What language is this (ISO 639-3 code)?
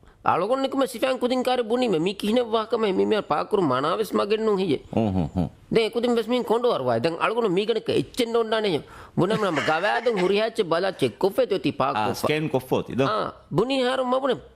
div